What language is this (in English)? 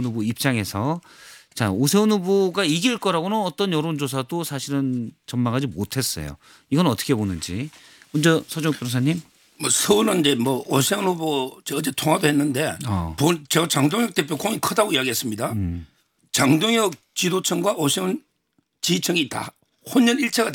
Korean